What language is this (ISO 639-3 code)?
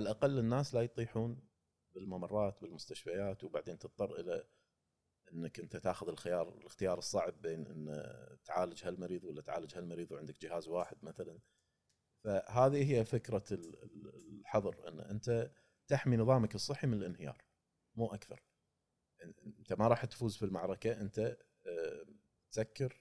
afb